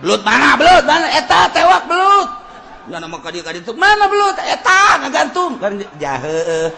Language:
Sundanese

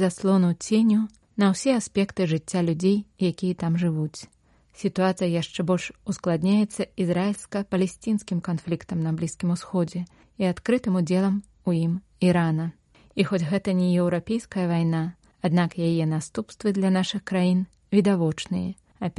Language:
Belarusian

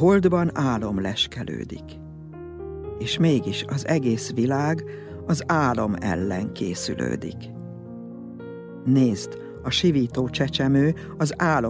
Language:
Hungarian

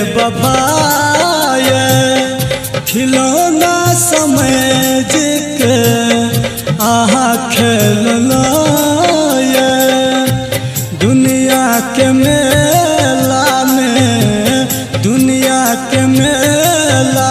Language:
Bhojpuri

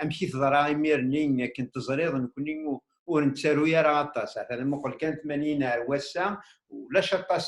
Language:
Kabyle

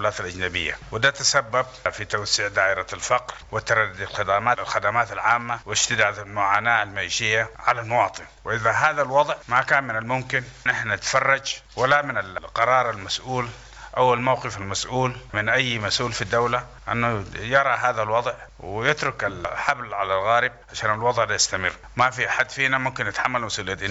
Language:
Sudanese Arabic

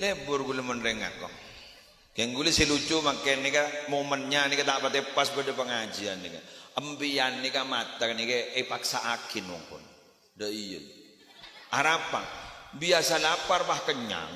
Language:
Madurese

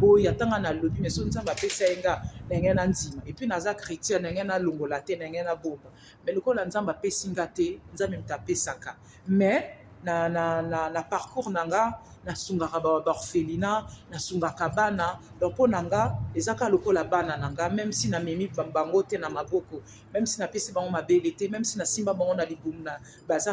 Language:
Lingala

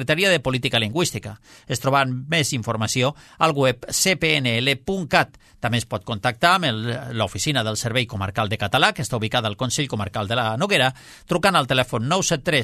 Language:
Catalan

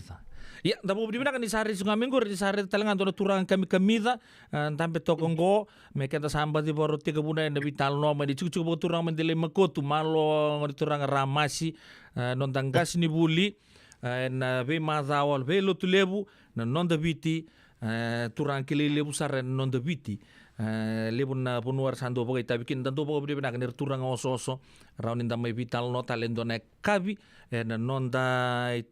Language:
Fijian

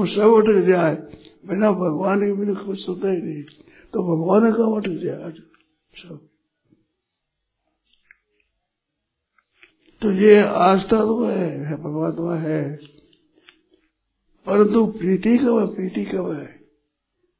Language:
Hindi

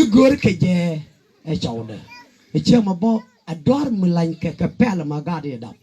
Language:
Nuer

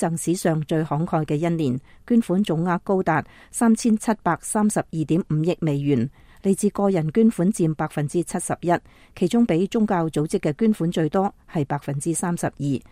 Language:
Cantonese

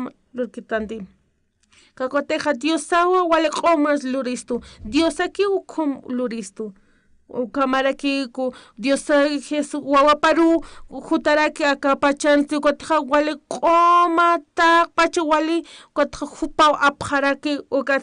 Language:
Aymara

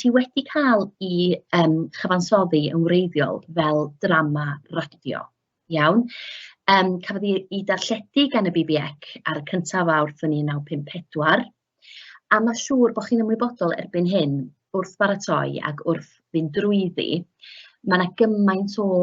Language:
Welsh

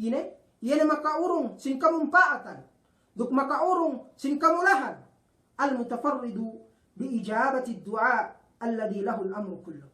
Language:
Yakan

